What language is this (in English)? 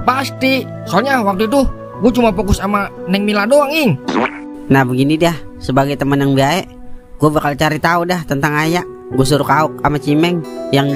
Betawi